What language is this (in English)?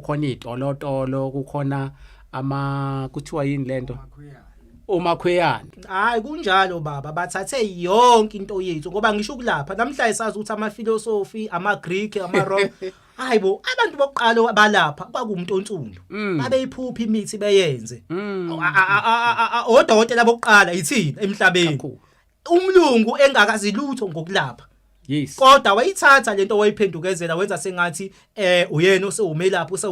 Zulu